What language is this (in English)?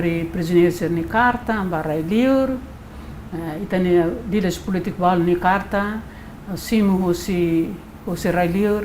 Tetum